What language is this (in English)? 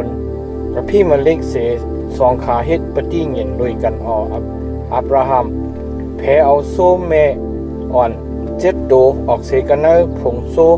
Shan